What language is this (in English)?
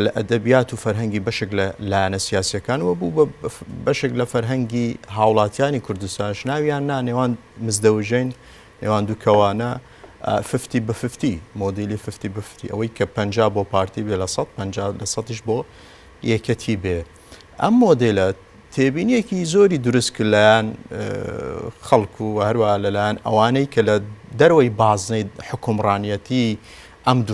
Central Kurdish